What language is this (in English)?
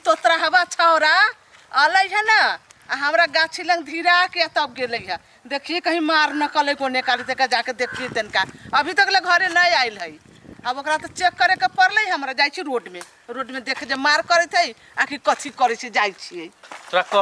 Maithili